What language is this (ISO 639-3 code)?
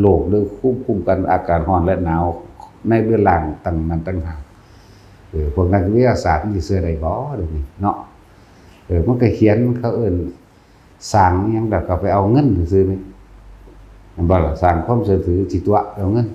lao